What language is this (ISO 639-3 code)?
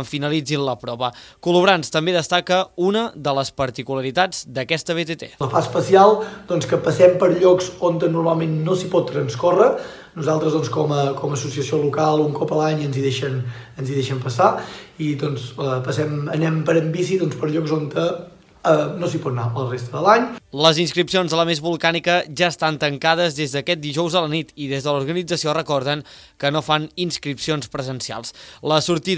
cat